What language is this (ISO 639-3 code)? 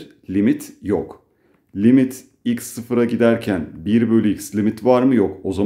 tur